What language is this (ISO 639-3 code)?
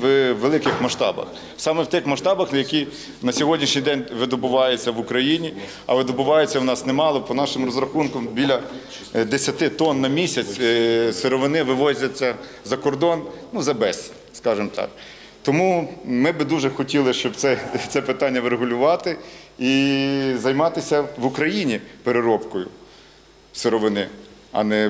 ukr